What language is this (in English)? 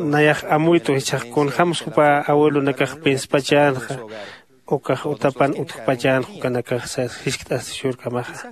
Aymara